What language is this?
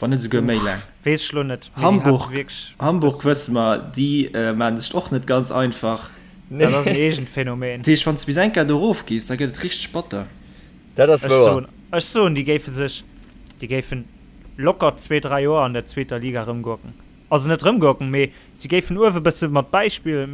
Luxembourgish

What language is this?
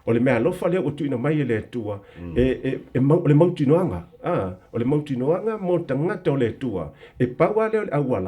Samoan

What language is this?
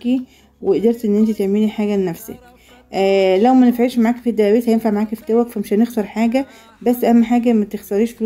Egyptian Arabic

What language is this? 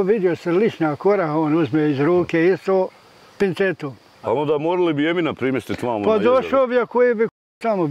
Bosnian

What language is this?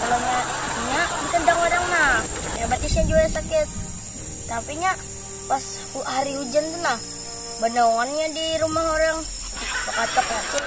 Banjar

